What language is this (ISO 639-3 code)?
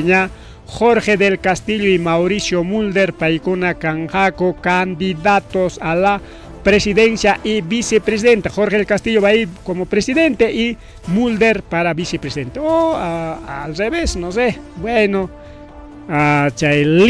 quy